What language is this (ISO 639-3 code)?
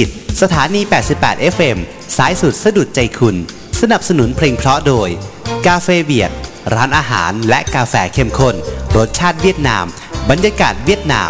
tha